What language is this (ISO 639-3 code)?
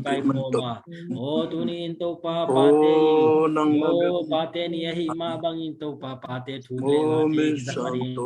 ctd